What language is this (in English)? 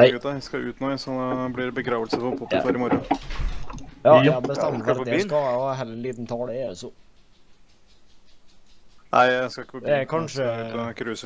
Norwegian